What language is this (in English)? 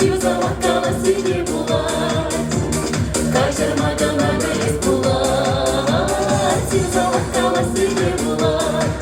Chuvash